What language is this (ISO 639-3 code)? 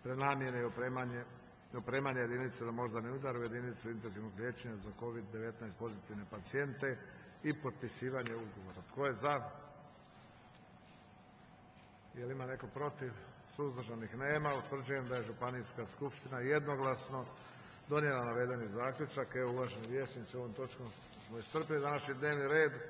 hrv